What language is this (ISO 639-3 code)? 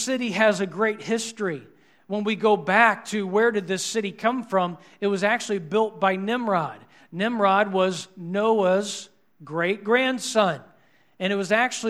eng